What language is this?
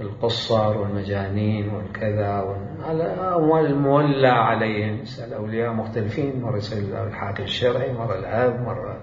Mesopotamian Arabic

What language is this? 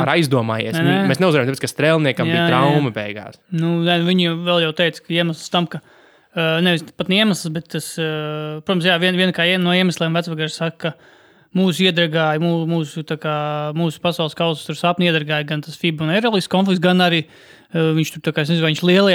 Latvian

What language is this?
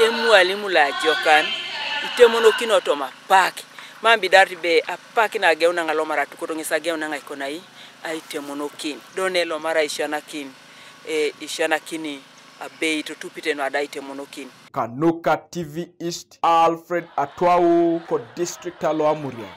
Teso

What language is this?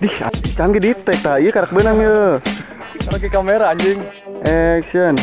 Betawi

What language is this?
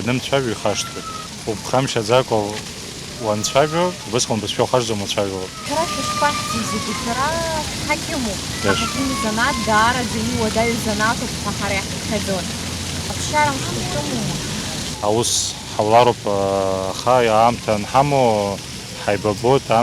Abkhazian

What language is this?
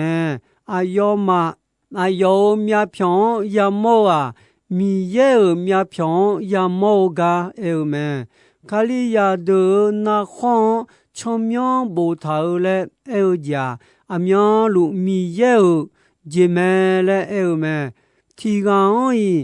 Akha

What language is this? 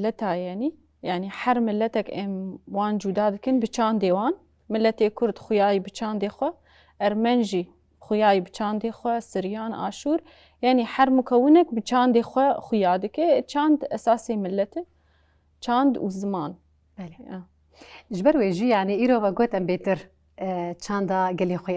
Kurdish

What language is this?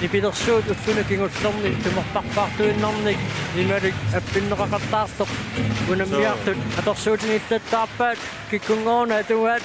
Kalaallisut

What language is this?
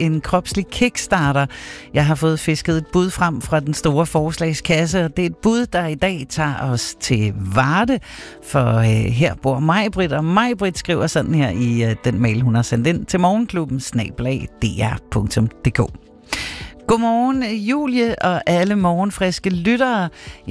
Danish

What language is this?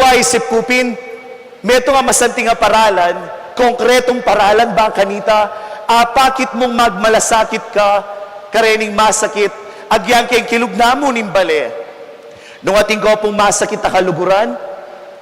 Pampanga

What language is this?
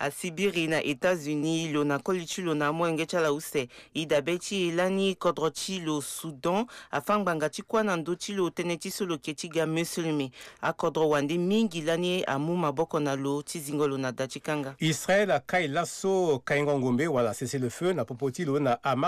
Sango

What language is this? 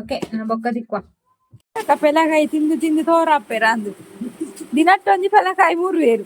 Tulu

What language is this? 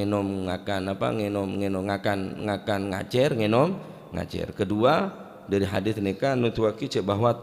Madurese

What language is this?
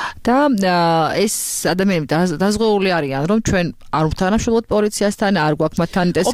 Georgian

